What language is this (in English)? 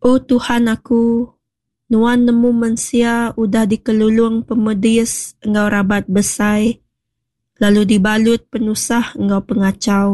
Iban